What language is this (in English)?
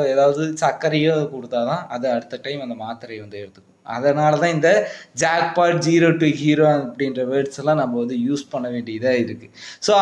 Tamil